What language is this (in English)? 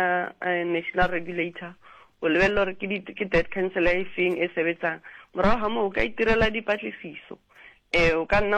Southern Sotho